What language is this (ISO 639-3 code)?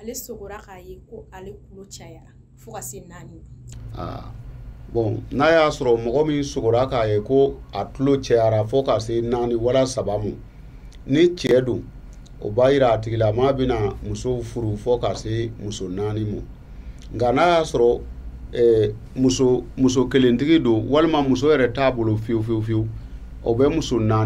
bam